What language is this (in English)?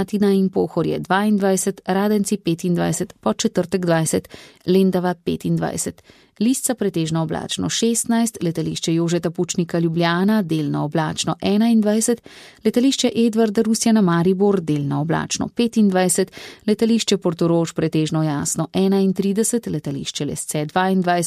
Slovenian